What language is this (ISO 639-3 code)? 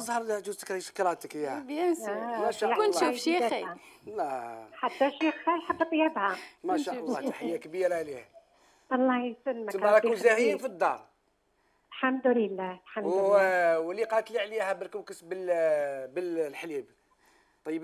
arq